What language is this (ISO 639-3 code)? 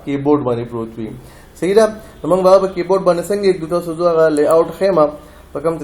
pus